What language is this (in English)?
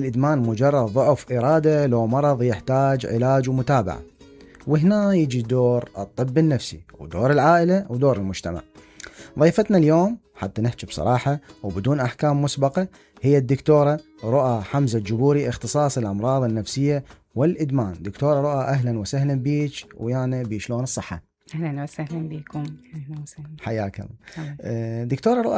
Mesopotamian Arabic